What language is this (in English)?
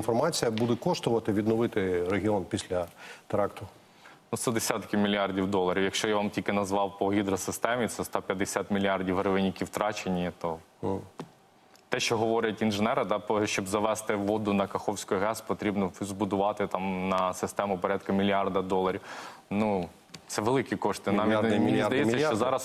Ukrainian